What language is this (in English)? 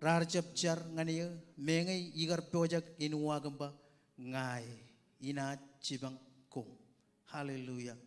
Marshallese